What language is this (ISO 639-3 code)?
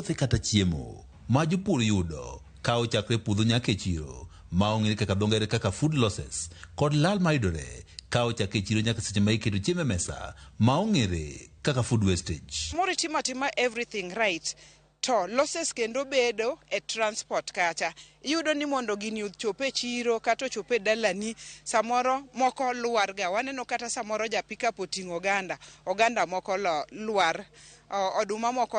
luo